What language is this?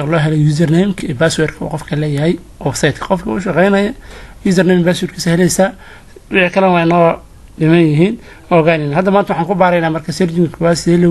Somali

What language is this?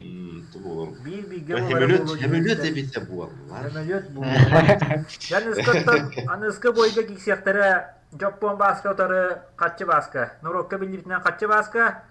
Yakut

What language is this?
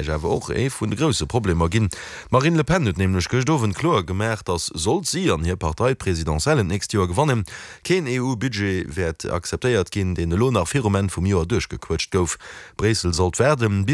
Luxembourgish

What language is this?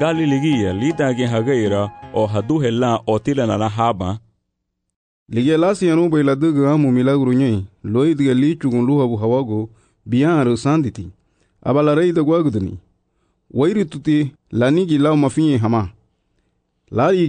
Garifuna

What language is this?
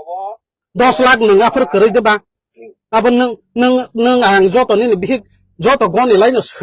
Kok Borok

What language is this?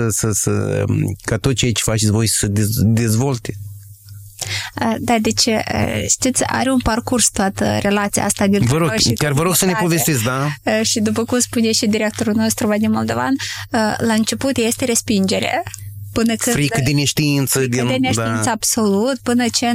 Romanian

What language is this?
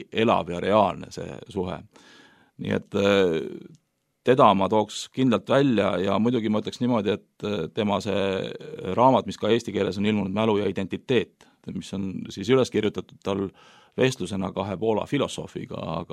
Estonian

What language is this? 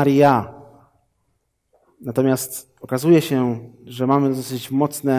Polish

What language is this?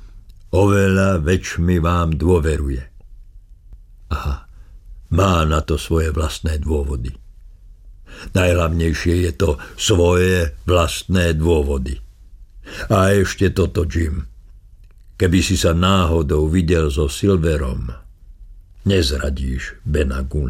Slovak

